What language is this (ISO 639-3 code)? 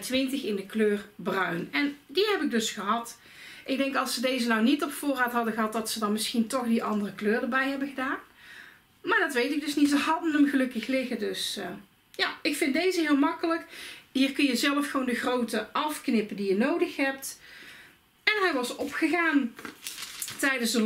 nld